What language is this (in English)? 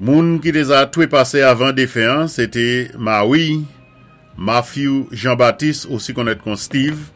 Saint Lucian Creole French